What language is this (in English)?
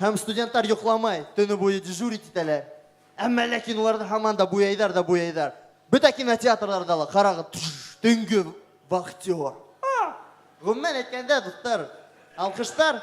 Bashkir